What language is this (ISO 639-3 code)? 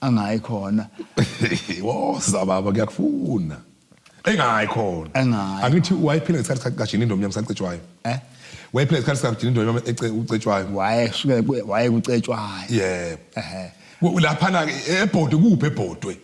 zul